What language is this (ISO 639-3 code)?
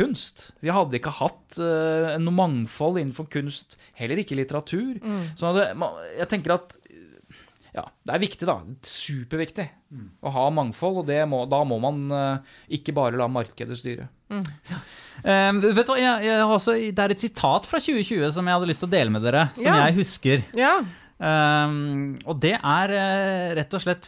nor